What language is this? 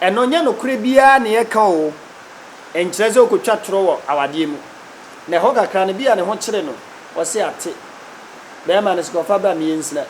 Akan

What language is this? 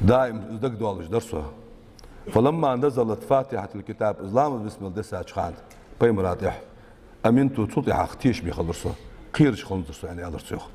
Ingush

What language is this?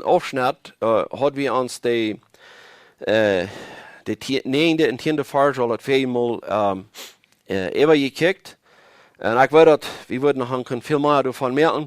Plautdietsch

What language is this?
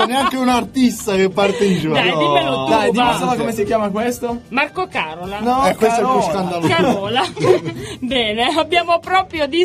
Italian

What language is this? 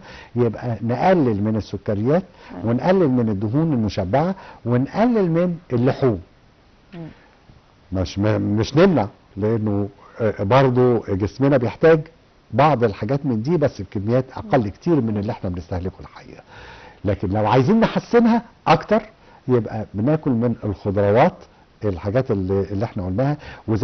Egyptian Arabic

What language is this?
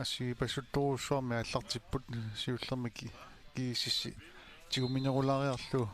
Kalaallisut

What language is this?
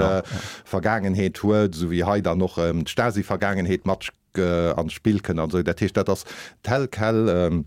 Luxembourgish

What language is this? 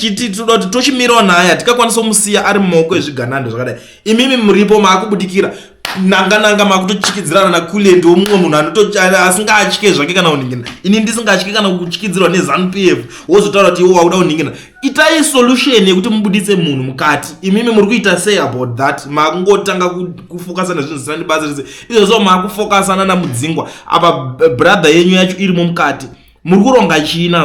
Shona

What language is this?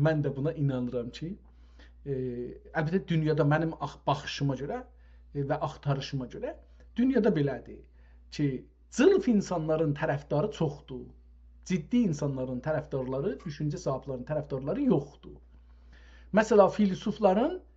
South Azerbaijani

